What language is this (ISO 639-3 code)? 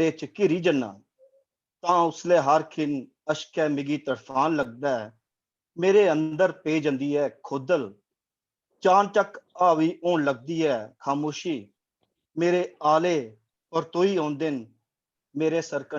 doi